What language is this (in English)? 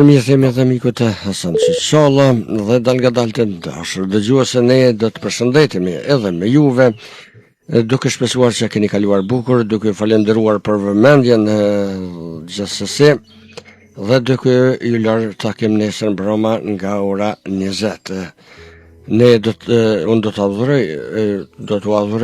Albanian